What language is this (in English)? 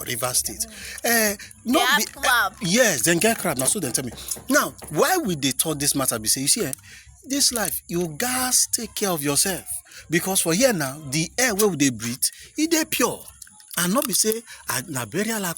Nigerian Pidgin